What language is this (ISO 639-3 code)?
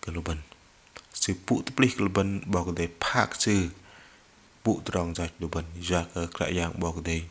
bdq